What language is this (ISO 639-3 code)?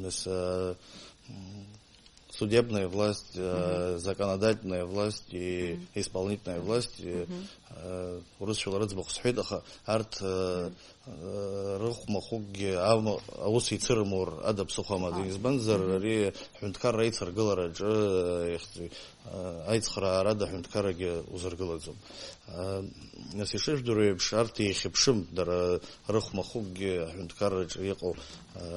abk